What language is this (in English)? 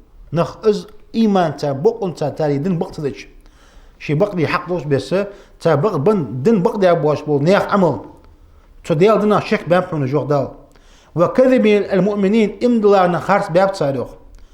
Ingush